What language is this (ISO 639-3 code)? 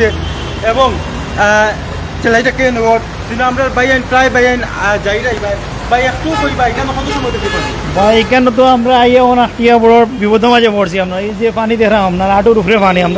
syl